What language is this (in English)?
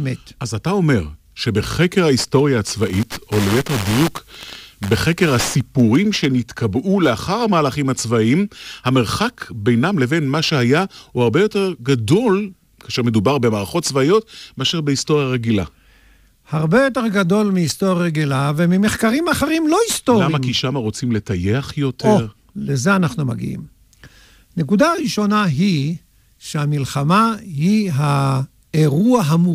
Hebrew